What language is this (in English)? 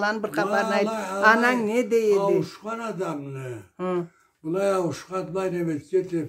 Karachay-Balkar